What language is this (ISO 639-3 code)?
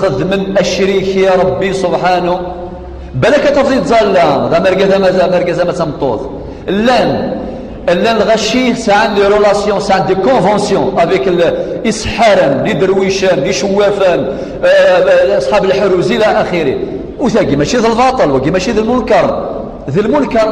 kab